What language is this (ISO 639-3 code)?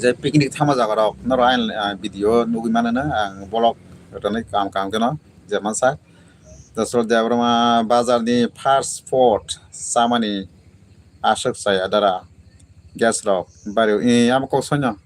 trp